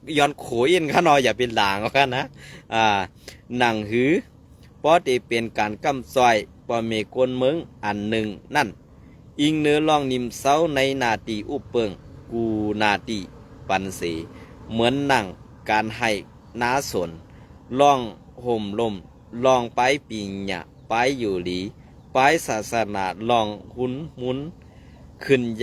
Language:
Shan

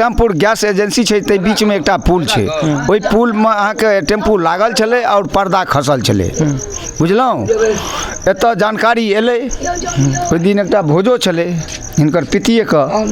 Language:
Maithili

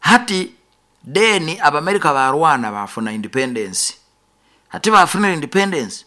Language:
Nyoro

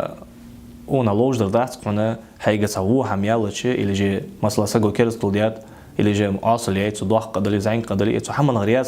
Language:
Ingush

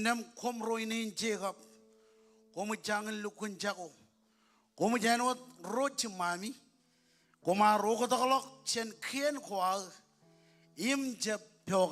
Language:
Marshallese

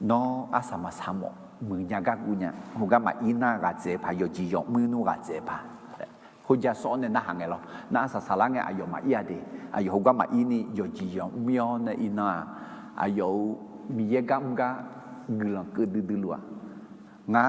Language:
Akha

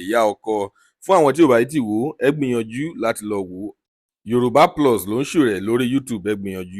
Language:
Yoruba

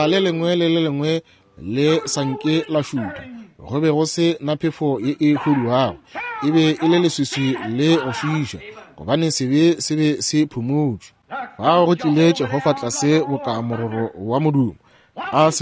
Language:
Northern Sotho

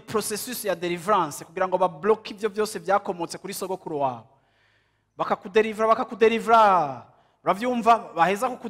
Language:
Rundi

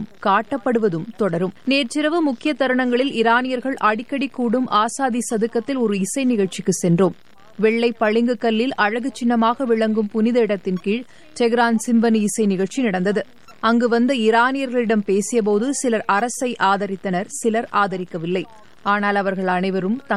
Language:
Tamil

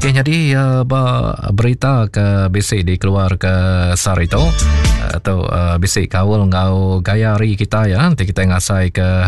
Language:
Iban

